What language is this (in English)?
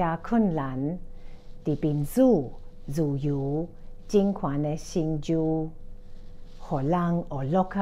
Min Nan Chinese